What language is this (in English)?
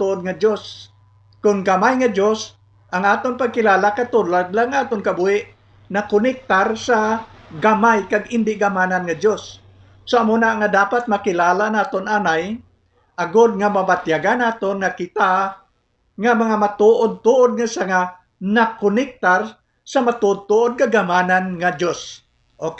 Hiligaynon